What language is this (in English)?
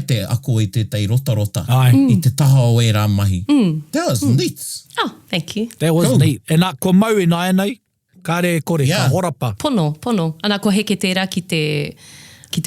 Māori